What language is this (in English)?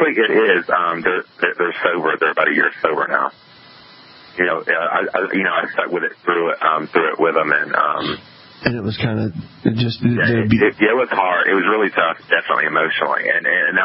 English